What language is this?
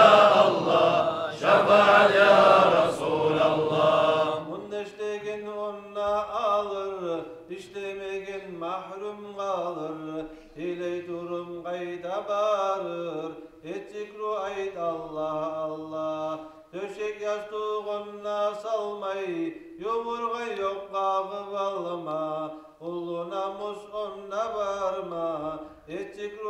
Kumyk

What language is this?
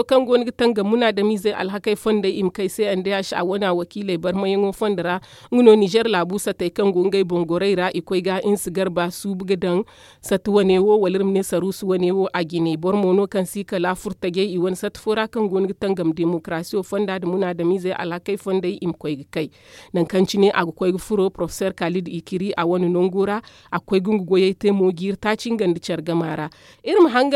Zarma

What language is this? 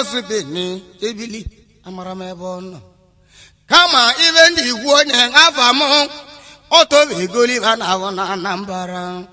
Igbo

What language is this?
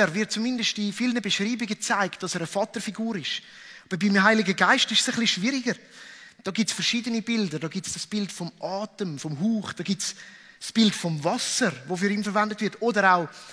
Swiss German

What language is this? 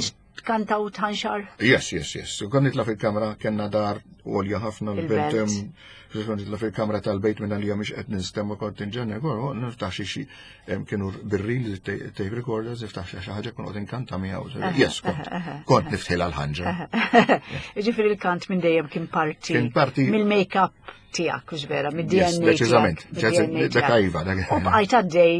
Maltese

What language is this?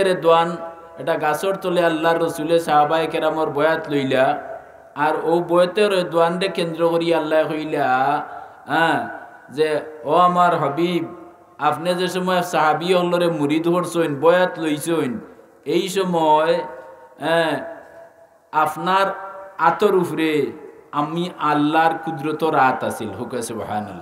Sylheti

